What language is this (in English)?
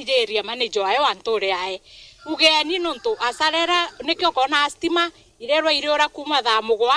Meru